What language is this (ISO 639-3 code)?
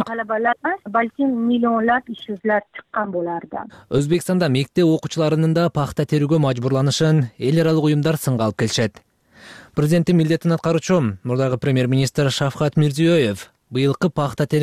kir